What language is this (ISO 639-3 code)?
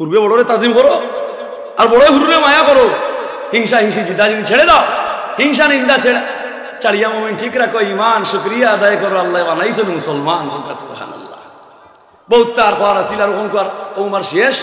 syl